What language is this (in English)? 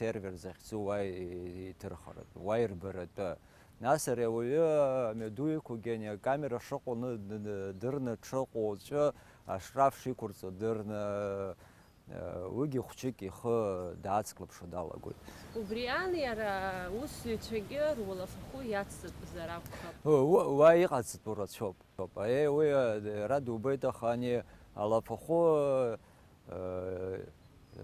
Abkhazian